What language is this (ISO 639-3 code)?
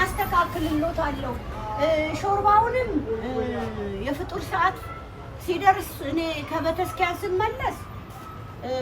amh